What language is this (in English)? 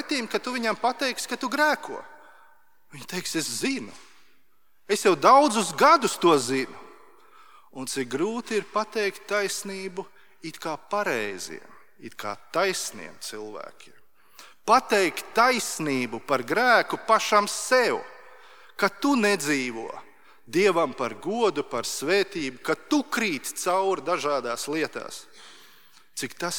Latvian